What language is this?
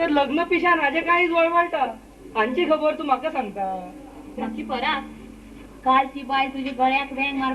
Konkani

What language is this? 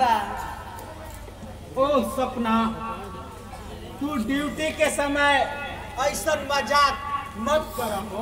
Bhojpuri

